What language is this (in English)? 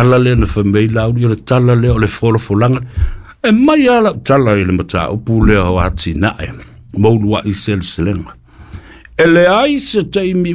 Samoan